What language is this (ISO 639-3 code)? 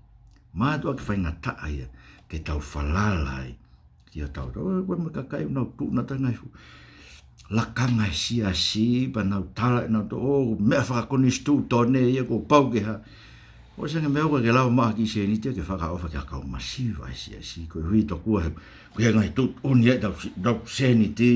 ton